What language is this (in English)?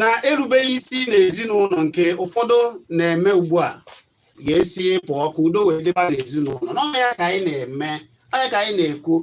Igbo